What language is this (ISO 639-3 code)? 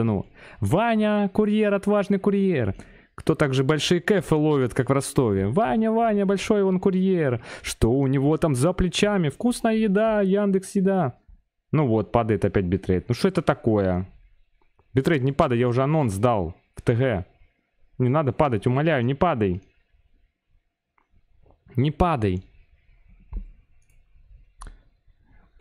rus